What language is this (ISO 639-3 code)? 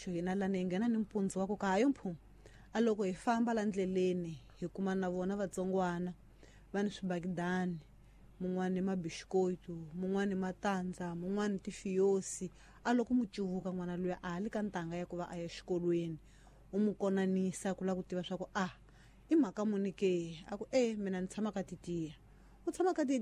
tso